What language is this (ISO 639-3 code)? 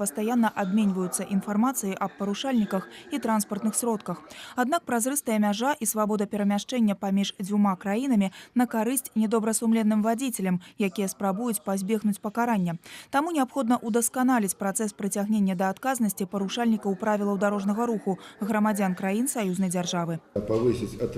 bel